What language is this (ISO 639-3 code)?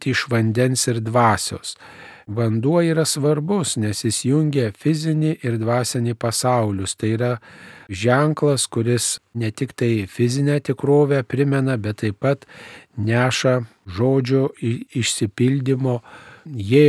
lit